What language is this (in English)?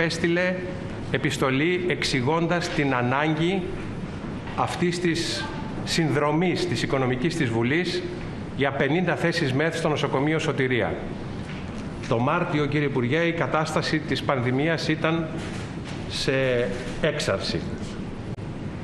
Greek